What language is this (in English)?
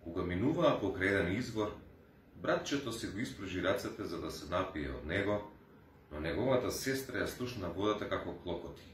Macedonian